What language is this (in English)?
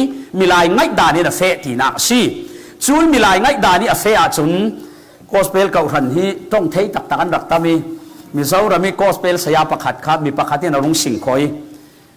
Falam Chin